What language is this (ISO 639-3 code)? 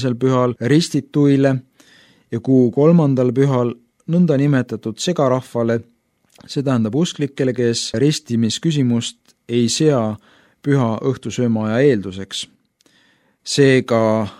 est